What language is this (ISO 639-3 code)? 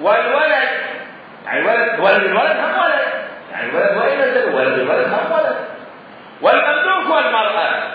acm